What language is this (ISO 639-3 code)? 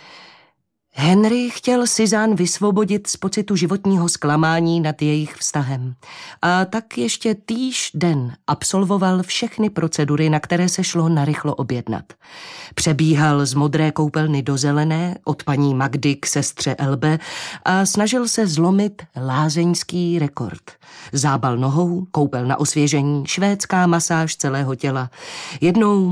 ces